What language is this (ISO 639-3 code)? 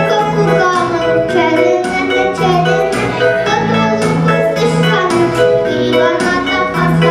sah